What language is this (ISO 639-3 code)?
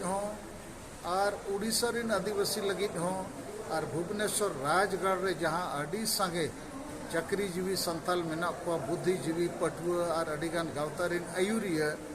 sat